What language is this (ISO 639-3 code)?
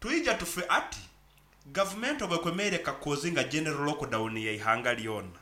nyn